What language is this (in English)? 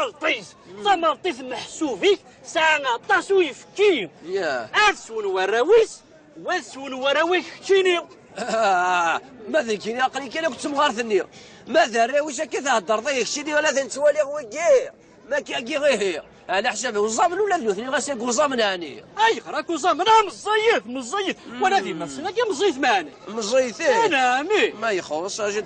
Kabyle